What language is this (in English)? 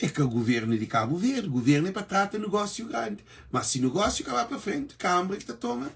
Kabuverdianu